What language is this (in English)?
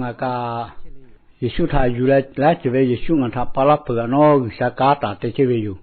Lahu